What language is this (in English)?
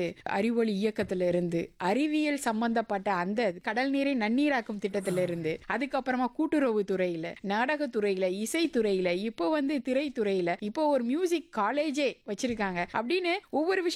Tamil